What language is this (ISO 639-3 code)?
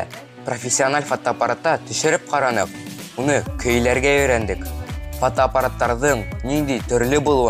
bak